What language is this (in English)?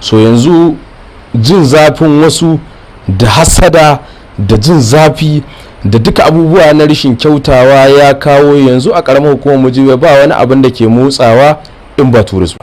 Hausa